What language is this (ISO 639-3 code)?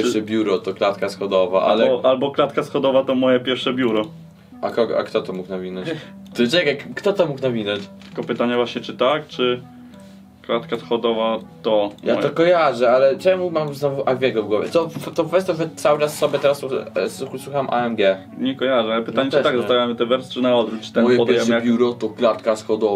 pol